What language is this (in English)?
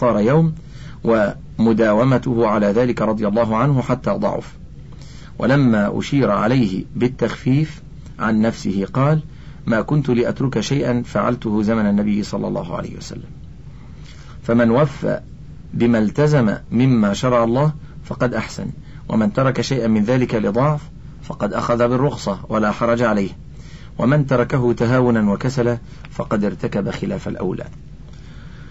Arabic